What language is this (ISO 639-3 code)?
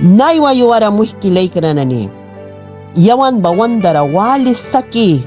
miq